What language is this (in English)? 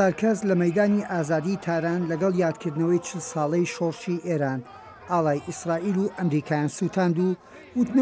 Central Kurdish